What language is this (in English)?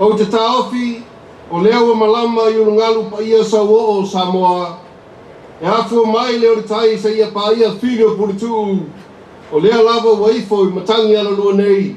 Samoan